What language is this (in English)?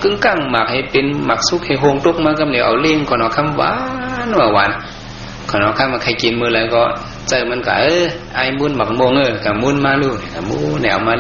Shan